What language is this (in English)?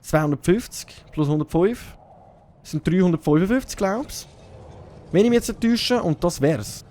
Swiss German